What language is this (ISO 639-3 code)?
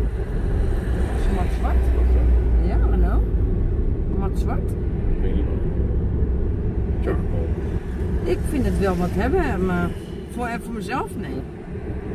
nld